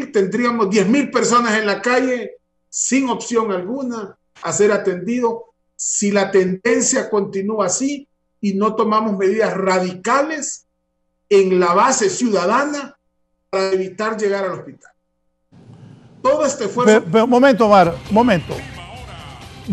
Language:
Spanish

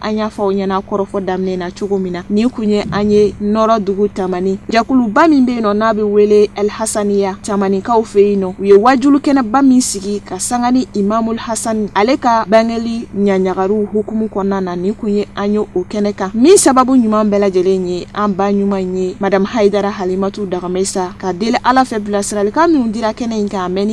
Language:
Bambara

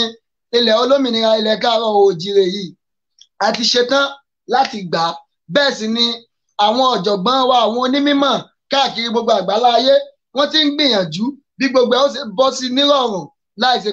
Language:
Yoruba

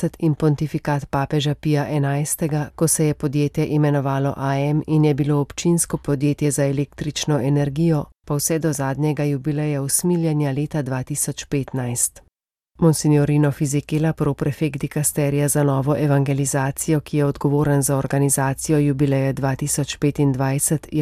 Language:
Slovenian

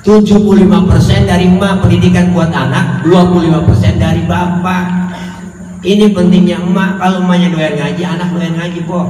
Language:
Betawi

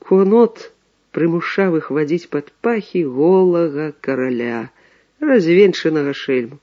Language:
Belarusian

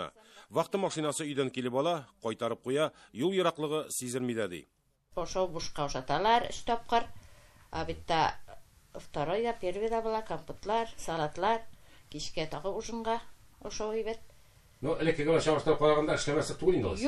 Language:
Tatar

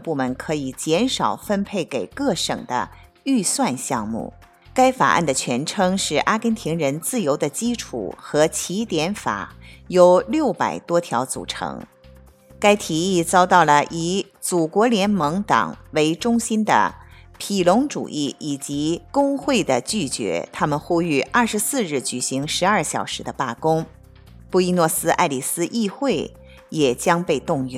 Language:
Chinese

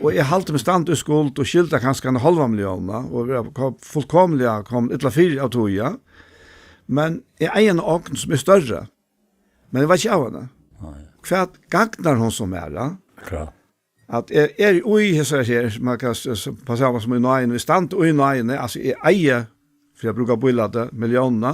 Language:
Faroese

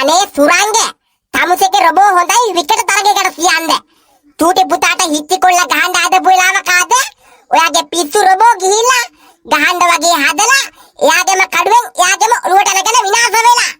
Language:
Sinhala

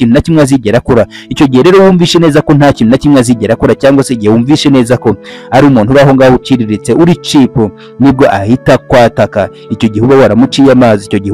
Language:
Kinyarwanda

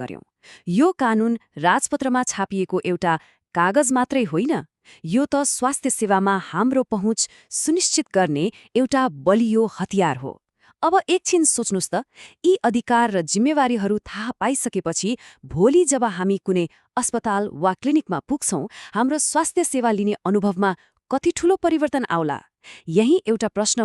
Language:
Nepali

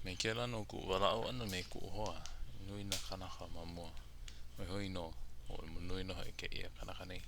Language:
Hawaiian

